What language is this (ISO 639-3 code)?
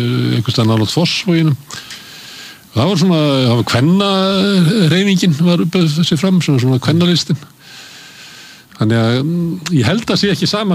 isl